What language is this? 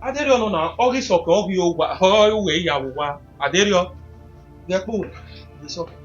Bini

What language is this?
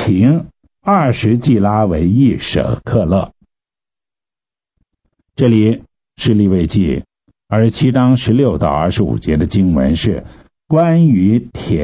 Chinese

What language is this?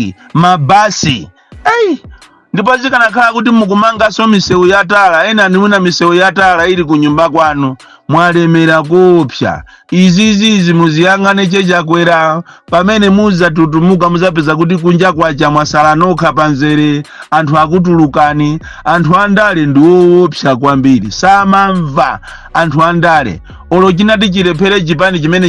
Nyanja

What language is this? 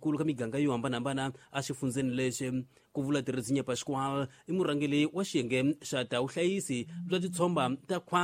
Tsonga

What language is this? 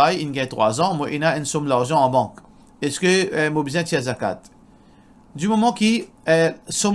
Morisyen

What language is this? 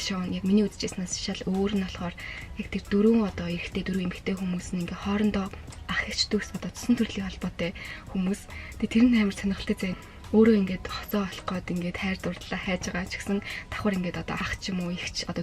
Mongolian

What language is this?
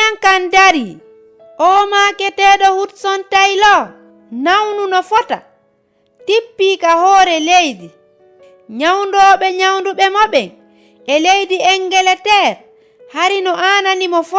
Fula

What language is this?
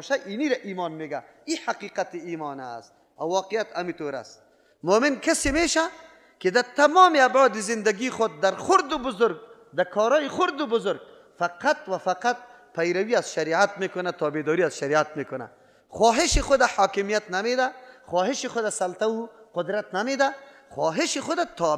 Persian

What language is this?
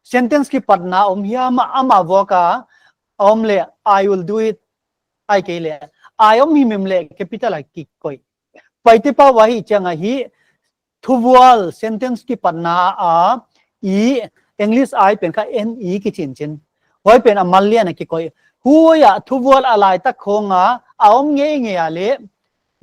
Paite Chin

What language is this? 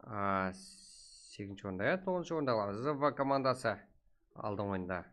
Kara-Kalpak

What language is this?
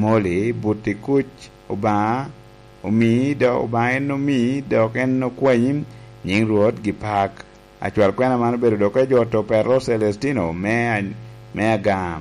Lango (Uganda)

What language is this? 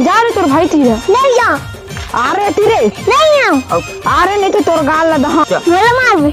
Chhattisgarhi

